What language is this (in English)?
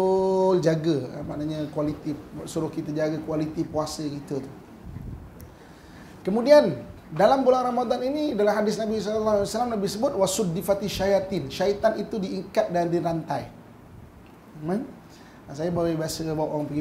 Malay